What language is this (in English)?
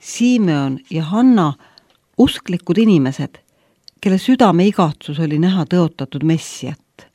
Estonian